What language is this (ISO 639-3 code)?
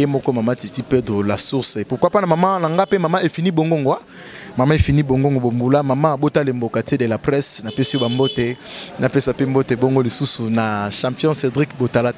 lin